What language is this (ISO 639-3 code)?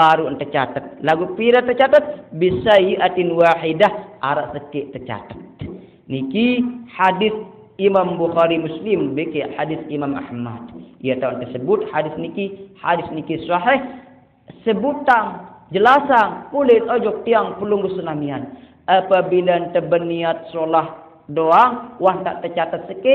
sas